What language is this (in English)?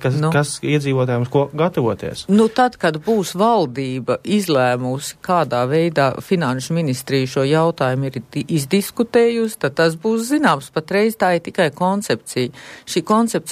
Latvian